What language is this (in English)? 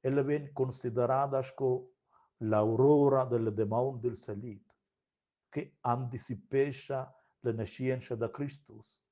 Romansh